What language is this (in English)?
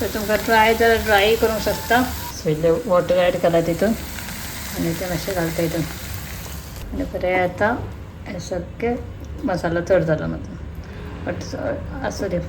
Konkani